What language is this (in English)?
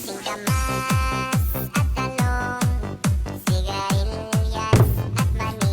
Hiligaynon